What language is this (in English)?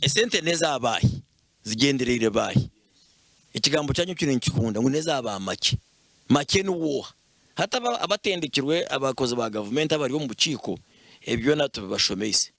Nyankole